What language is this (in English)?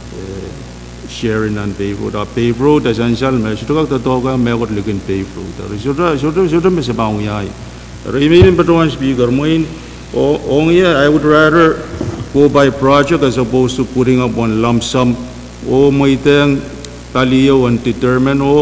Pohnpeian